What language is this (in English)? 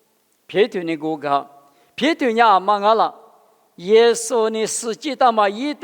Lisu